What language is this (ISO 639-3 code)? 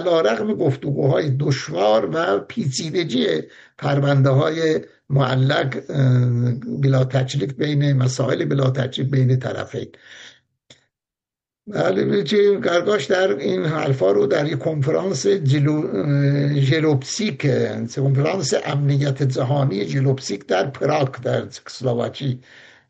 fas